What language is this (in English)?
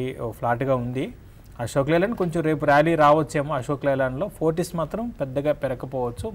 Telugu